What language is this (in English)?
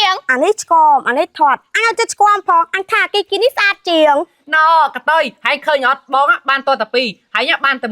Khmer